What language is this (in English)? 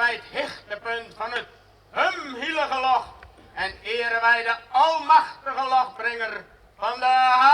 Western Frisian